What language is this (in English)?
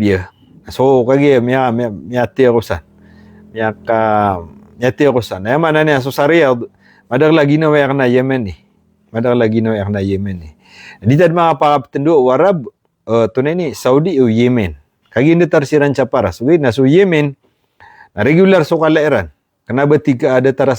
Maranao